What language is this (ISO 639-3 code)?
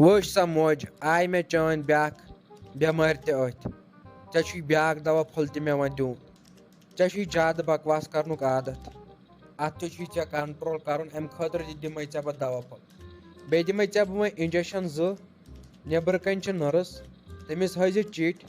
kas